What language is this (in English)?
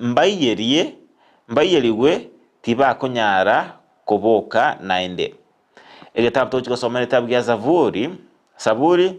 Gusii